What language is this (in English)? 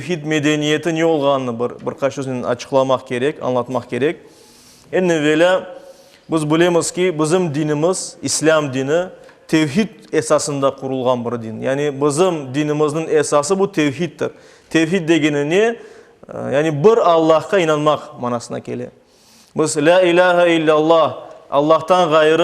Crimean Tatar